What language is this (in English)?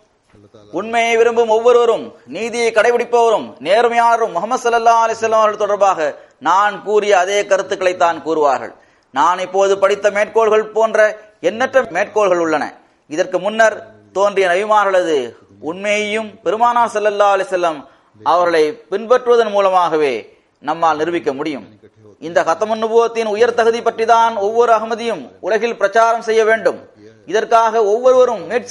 Tamil